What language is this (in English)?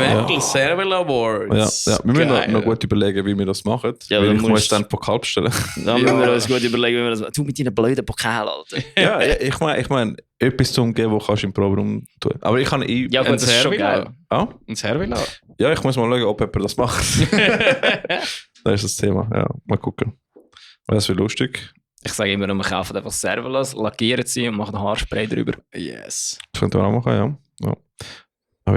Swiss German